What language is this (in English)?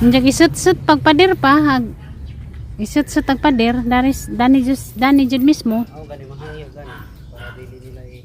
Cebuano